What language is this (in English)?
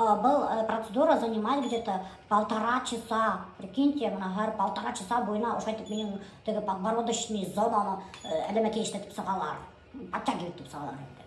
Bashkir